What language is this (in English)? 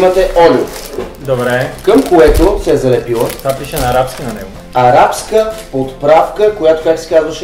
Bulgarian